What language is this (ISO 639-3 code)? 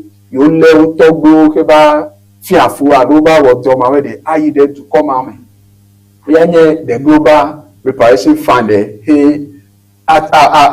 ewe